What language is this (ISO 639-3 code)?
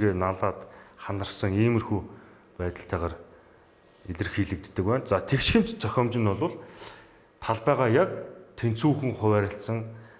mon